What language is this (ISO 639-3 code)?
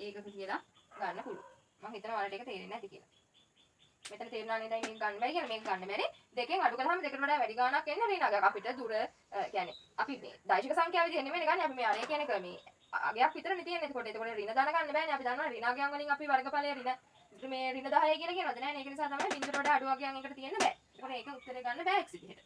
sin